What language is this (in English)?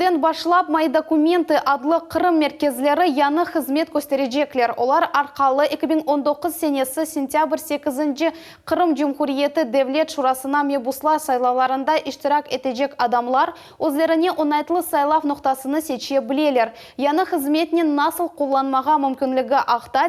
Crimean Tatar